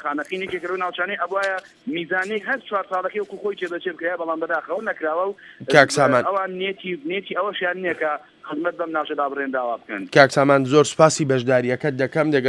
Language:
Central Kurdish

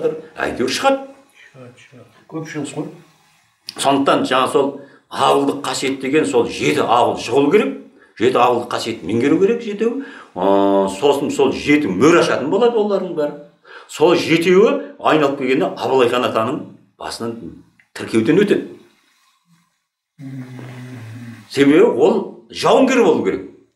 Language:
Kazakh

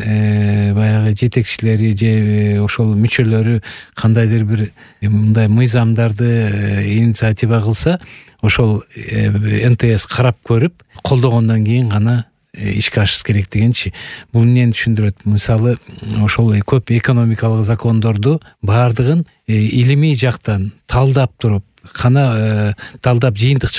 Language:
Kyrgyz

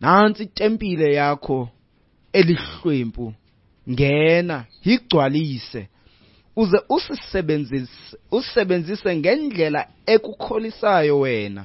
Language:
Xhosa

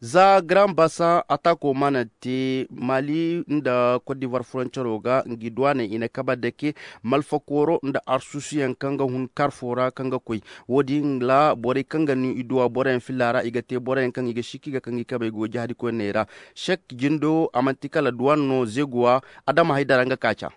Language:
Koyraboro Senni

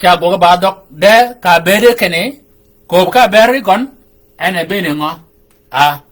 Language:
Shilluk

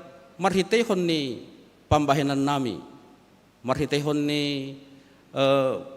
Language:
Batak Simalungun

